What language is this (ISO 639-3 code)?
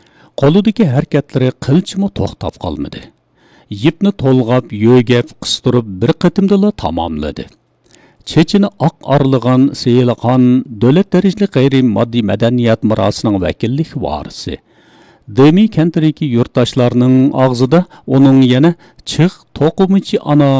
uig